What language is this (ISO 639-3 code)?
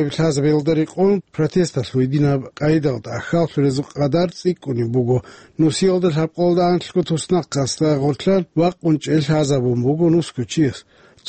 ava